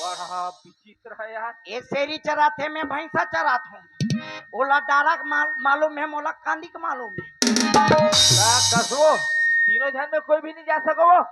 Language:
Chhattisgarhi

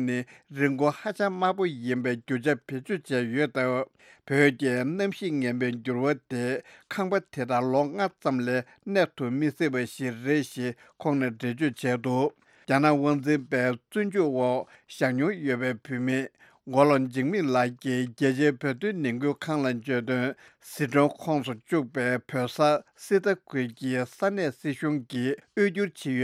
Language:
Tibetan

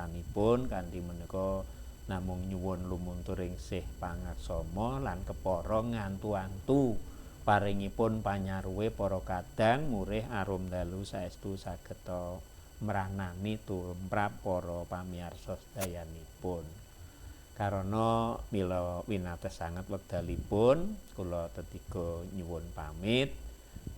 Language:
Javanese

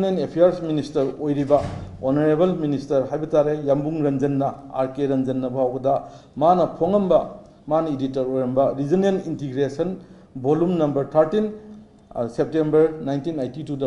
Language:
Manipuri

